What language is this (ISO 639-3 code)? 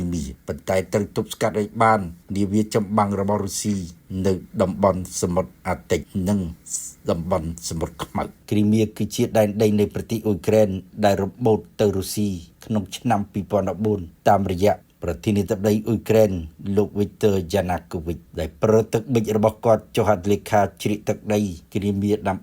khm